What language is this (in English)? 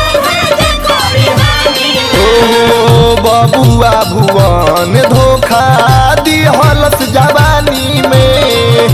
Bhojpuri